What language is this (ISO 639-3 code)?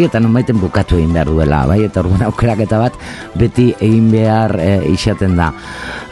eus